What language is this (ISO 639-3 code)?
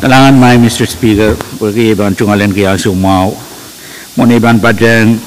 pon